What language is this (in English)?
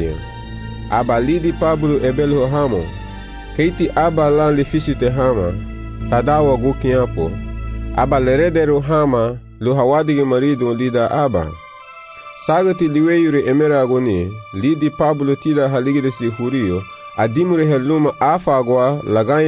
Garifuna